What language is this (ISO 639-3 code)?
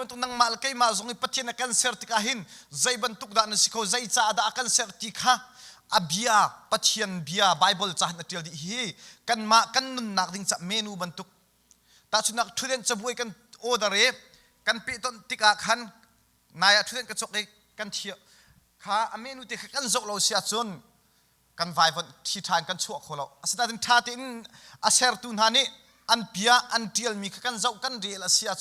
cnh